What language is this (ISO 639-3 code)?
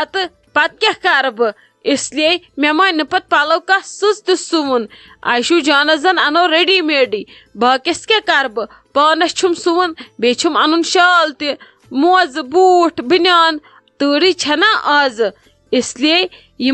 kas